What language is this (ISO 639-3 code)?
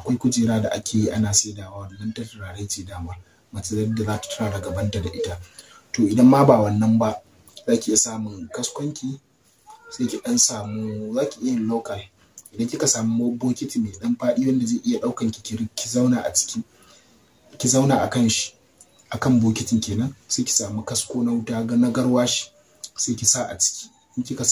hau